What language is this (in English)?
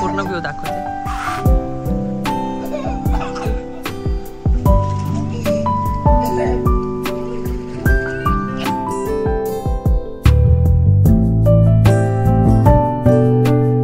Marathi